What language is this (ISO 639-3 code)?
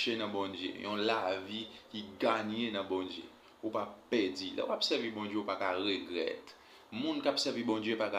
hat